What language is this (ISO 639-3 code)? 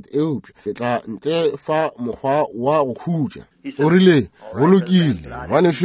nso